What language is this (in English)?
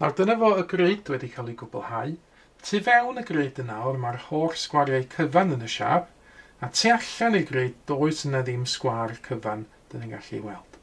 Welsh